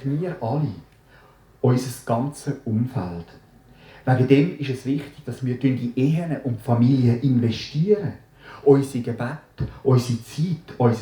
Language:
Swiss German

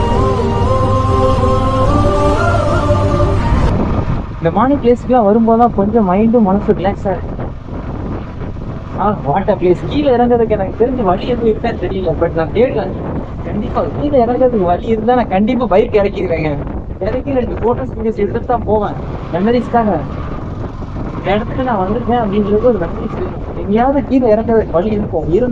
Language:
Tamil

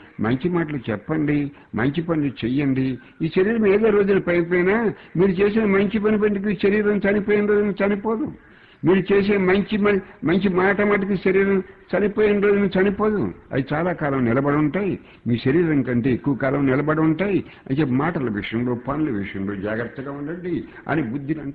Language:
Telugu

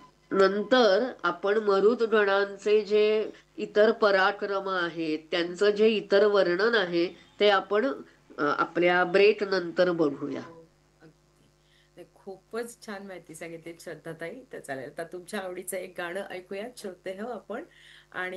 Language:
Marathi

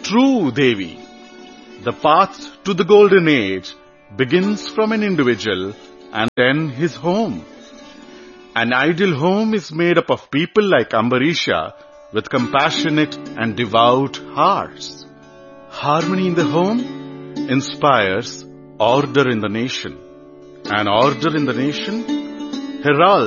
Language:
English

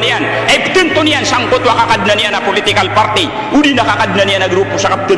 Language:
Maranao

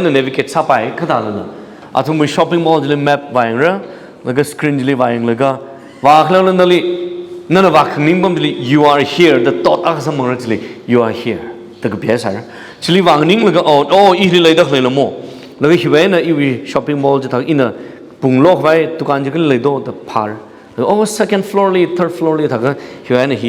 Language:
Tangkhul Naga (India)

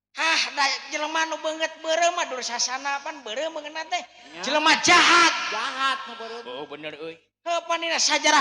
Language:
Sundanese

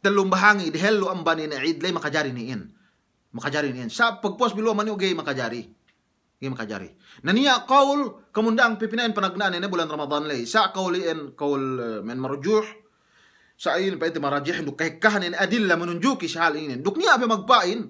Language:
Yakan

